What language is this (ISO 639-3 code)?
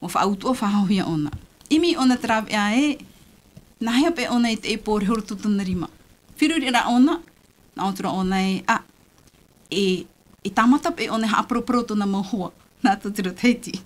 tah